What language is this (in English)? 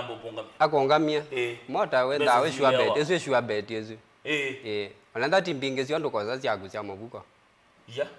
Kamba